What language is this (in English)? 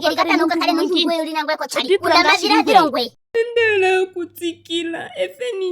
Ndonga